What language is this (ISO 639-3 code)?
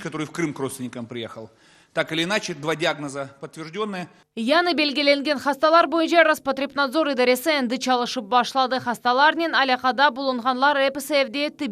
crh